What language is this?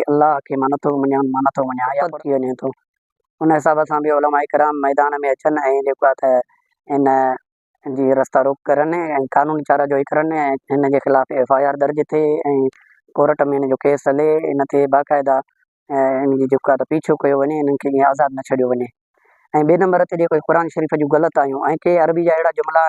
Sindhi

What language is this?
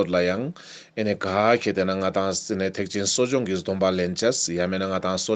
Ladakhi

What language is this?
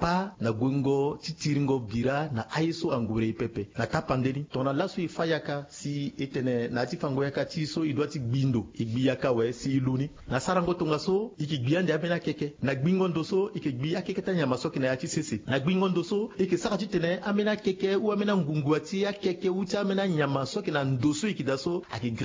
Sango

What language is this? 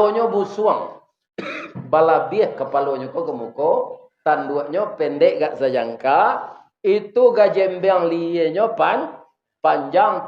Minangkabau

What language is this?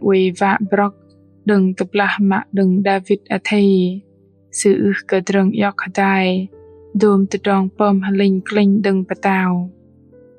Bahnar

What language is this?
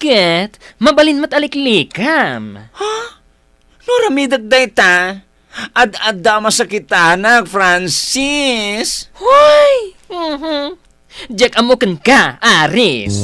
Iloko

